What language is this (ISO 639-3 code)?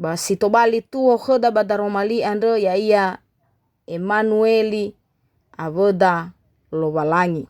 nia